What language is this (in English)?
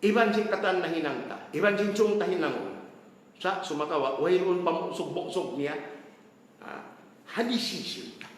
Tausug